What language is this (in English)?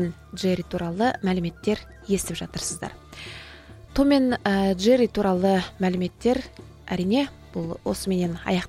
Kazakh